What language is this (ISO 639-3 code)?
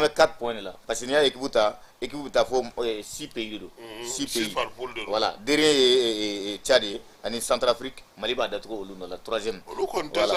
bam